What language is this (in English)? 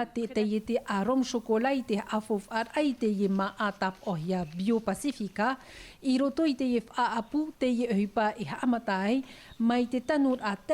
Tahitian